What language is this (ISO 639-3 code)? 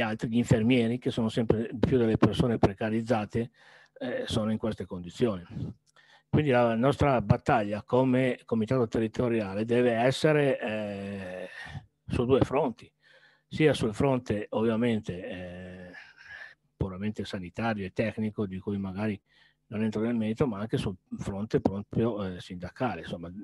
ita